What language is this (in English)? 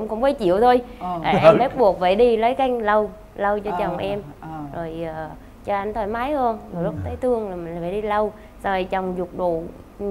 Vietnamese